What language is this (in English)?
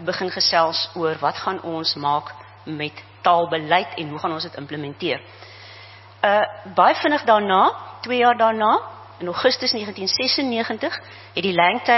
Afrikaans